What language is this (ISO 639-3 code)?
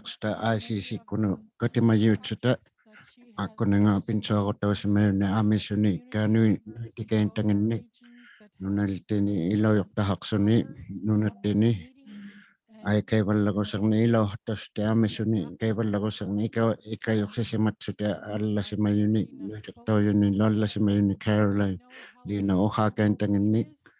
iku